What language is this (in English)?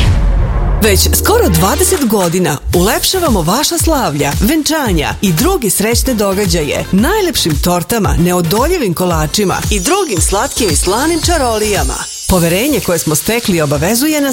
Serbian